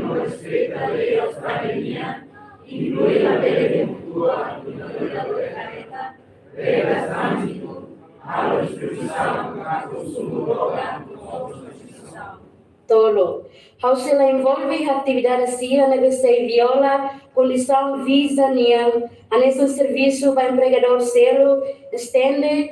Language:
Tetum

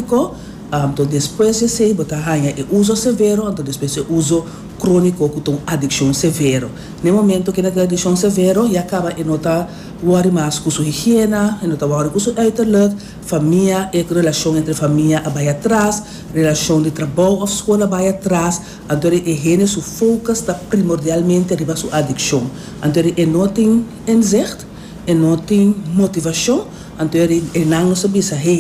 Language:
Papiamento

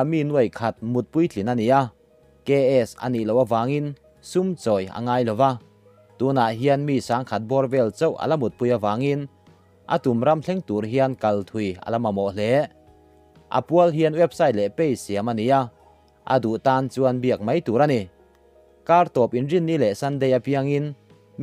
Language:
Mizo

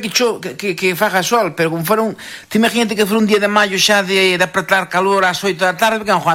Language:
Galician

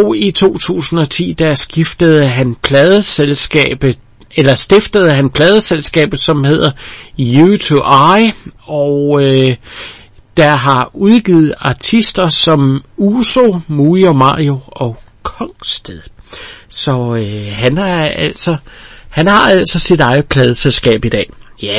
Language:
Danish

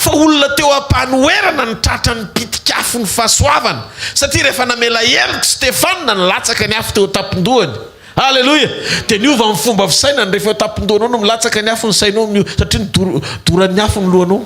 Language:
Malagasy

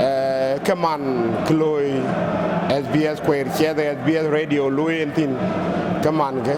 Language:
Dinka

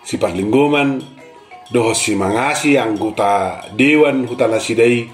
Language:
Batak Toba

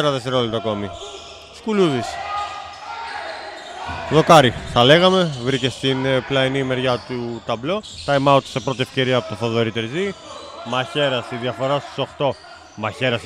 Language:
Greek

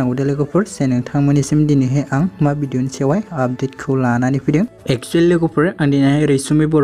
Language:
Bodo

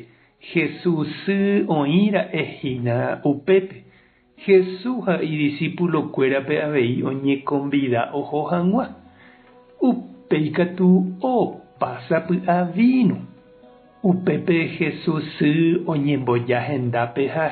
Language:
Guarani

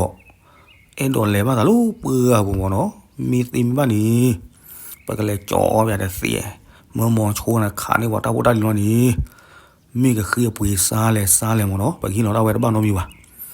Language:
S'gaw Karen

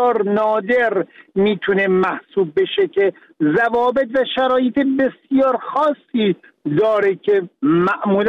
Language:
Persian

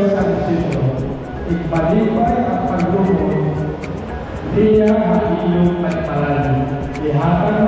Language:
Waray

